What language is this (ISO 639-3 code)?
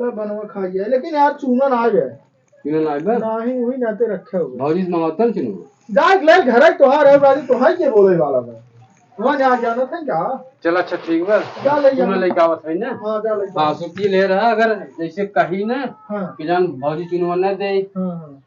awa